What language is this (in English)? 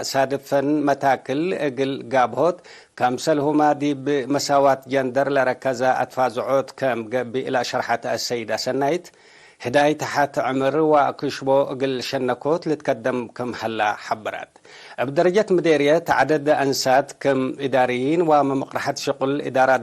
Tigre